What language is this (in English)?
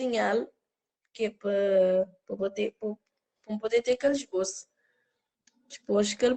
Kabuverdianu